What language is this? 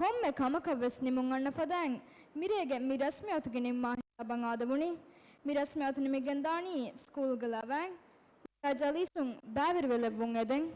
Divehi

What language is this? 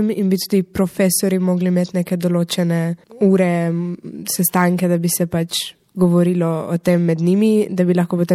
Slovenian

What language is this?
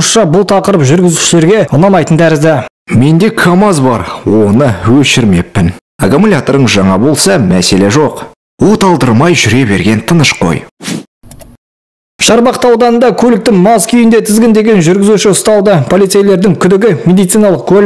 Kazakh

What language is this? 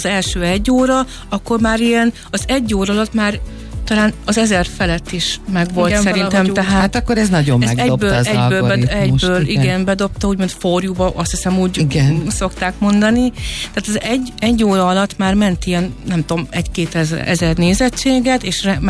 Hungarian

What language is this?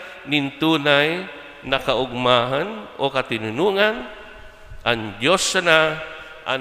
Bikol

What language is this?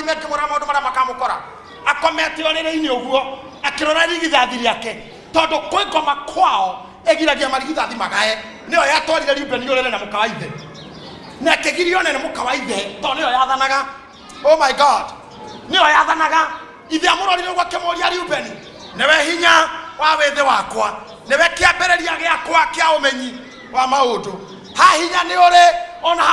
Kikuyu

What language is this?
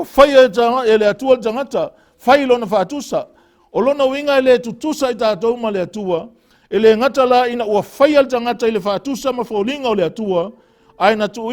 Samoan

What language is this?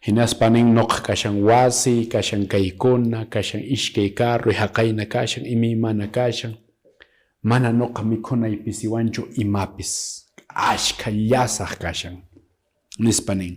Quechua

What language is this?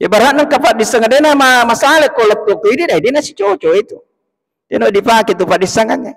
Buginese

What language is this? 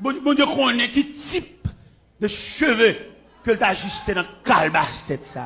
Haitian Creole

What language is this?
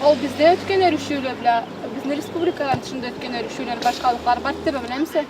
Karachay-Balkar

